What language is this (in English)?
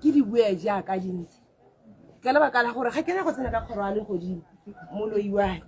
Tswana